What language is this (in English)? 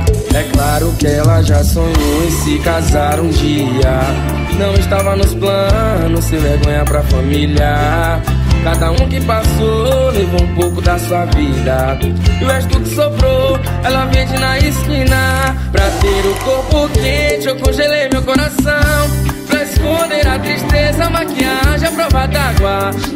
Portuguese